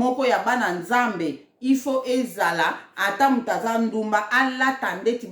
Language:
Lingala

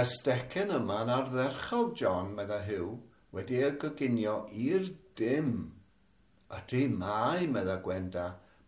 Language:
Welsh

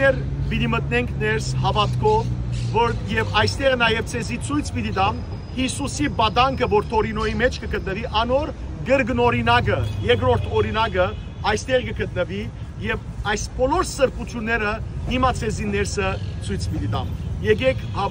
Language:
Western Armenian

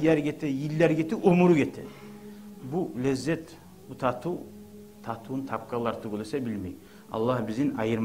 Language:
Kumyk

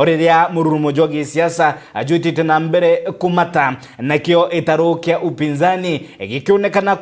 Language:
Meru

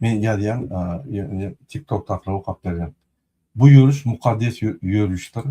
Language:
Turkmen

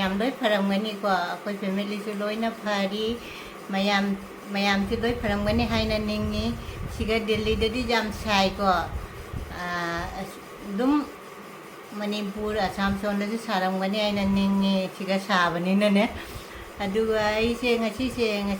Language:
Manipuri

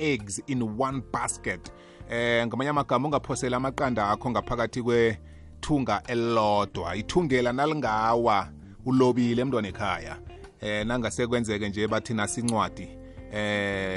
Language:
South Ndebele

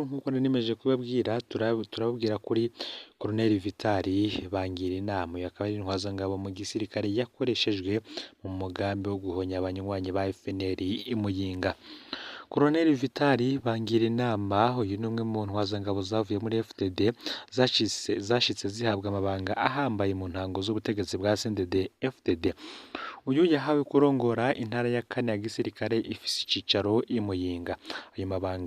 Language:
Rundi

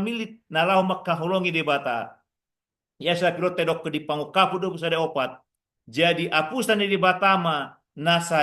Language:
Batak Toba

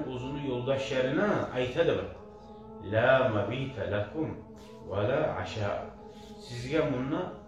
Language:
Kumyk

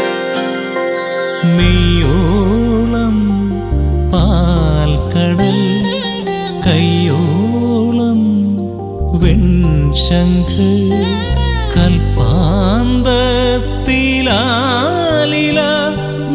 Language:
Malayalam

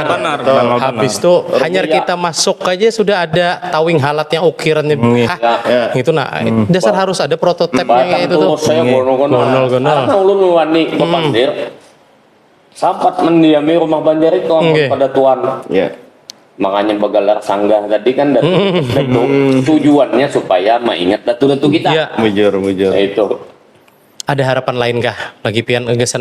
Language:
Banjar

